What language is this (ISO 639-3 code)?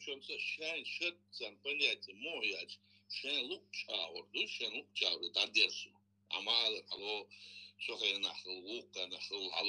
che